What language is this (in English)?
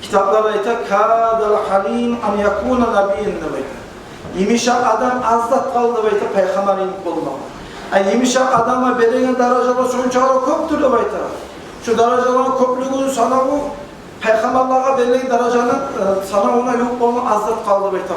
Kumyk